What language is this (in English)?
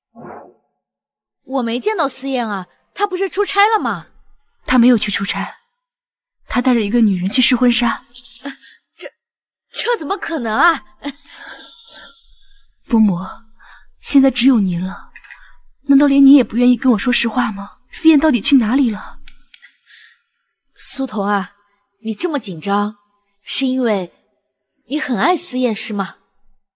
Chinese